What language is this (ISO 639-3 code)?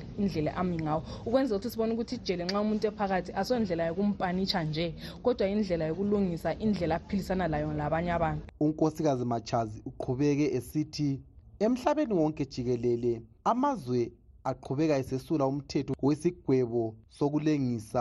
nde